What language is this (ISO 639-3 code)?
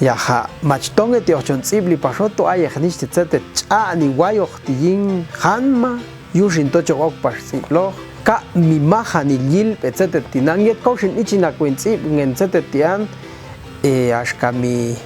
jac